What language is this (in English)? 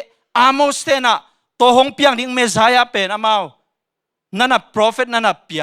Tedim Chin